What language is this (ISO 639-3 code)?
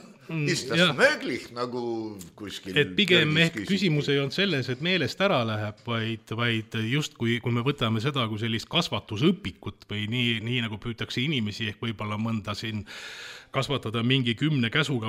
est